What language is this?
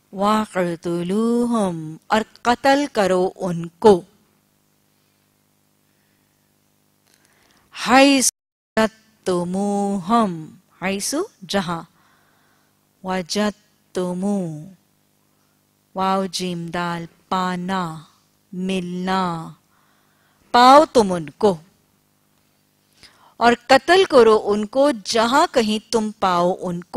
Urdu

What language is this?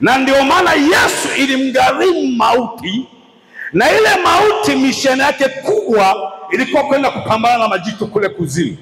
Swahili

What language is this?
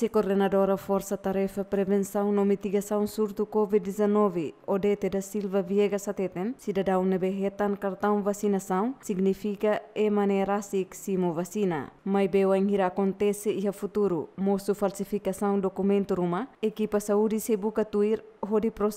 Tetum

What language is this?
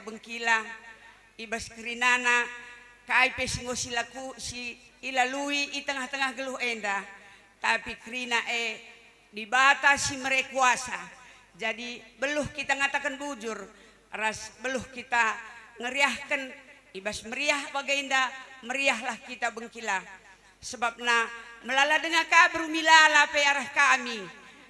Batak Karo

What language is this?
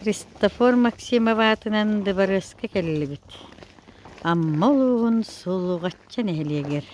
Yakut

